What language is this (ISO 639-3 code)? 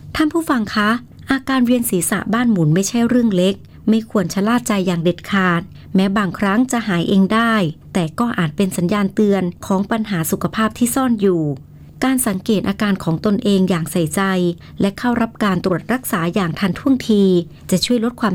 tha